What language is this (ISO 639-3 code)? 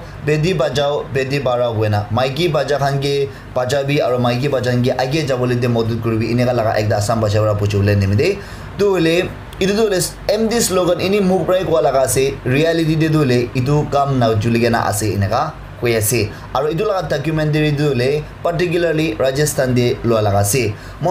nag